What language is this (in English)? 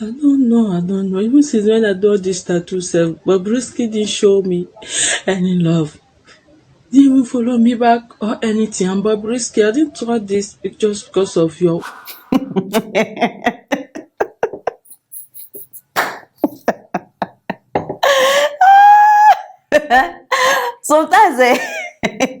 Nigerian Pidgin